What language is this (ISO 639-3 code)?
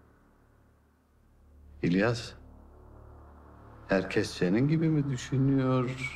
tur